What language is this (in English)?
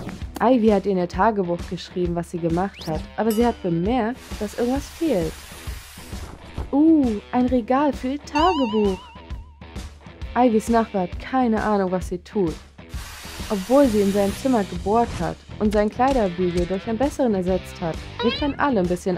German